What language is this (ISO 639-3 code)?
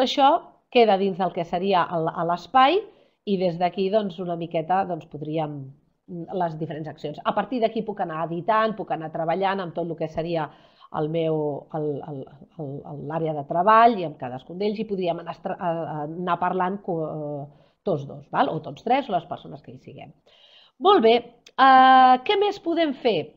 cat